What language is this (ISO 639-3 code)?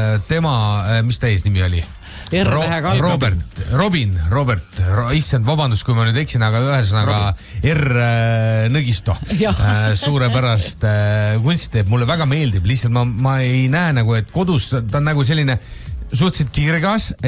est